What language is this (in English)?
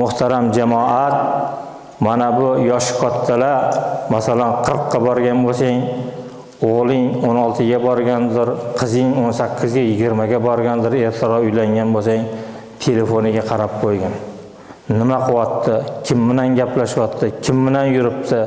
Uzbek